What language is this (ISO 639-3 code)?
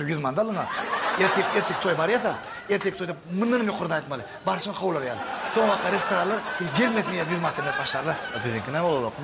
tuk